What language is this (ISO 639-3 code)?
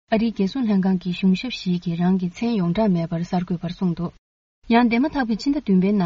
bod